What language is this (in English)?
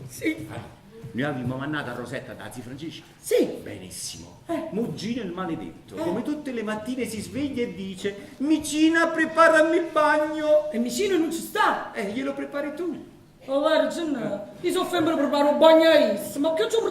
Neapolitan